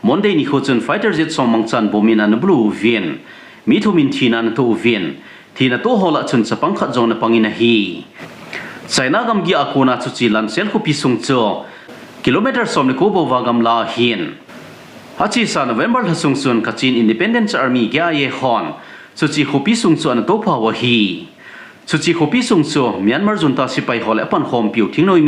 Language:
Thado Chin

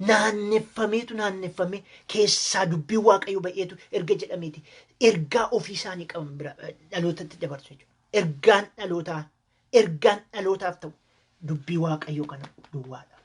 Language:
Oromo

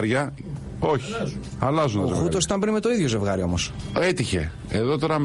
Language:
Greek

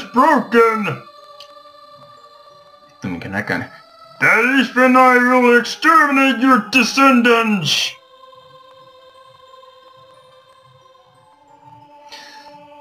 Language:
Finnish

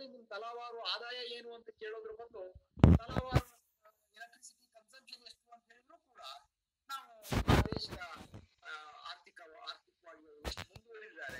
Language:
Kannada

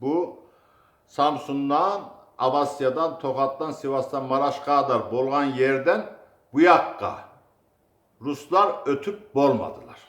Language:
Kumyk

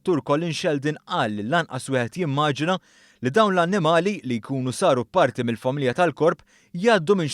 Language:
Maltese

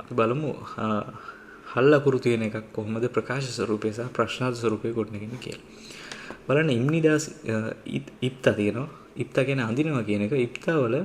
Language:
Sinhala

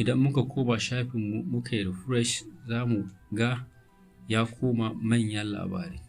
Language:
Hausa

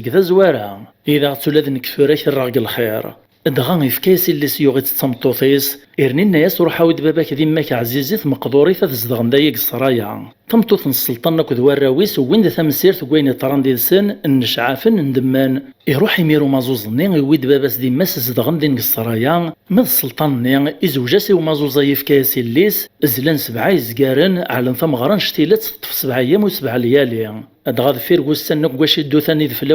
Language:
Kabyle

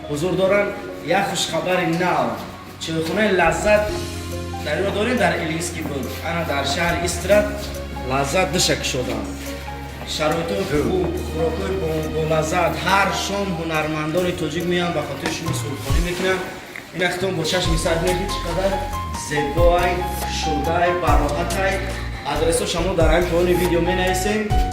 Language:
Tajik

